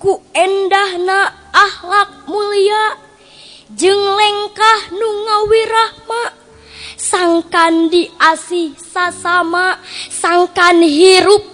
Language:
Sundanese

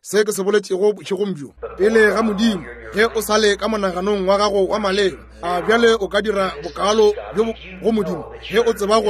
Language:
Northern Sotho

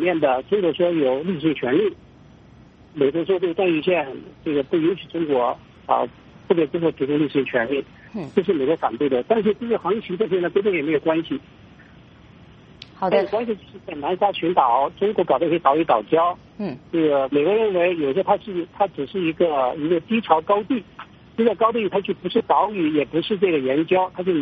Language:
Chinese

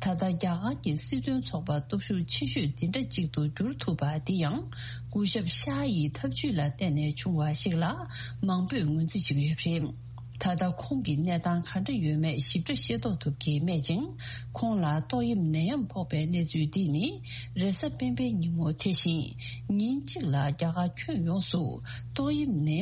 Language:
Tibetan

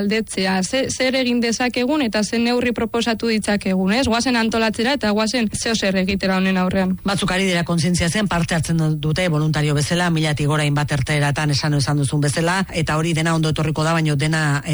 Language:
Basque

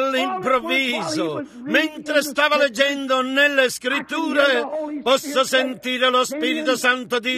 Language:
Italian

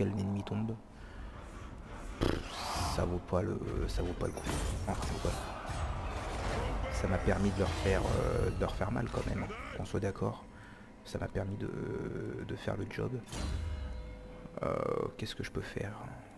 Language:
French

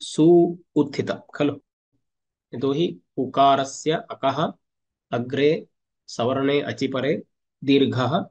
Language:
Sanskrit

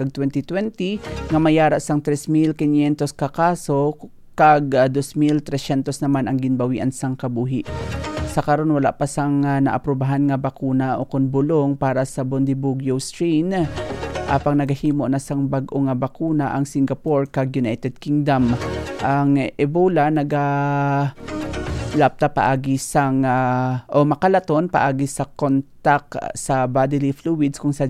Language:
Hiligaynon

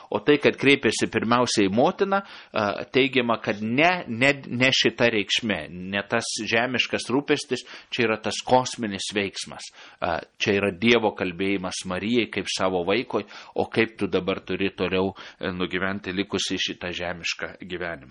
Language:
Lithuanian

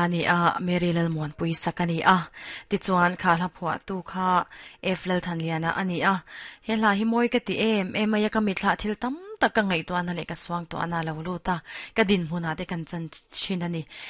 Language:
Mizo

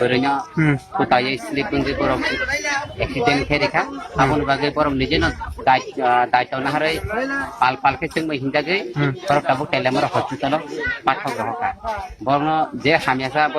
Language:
Kok Borok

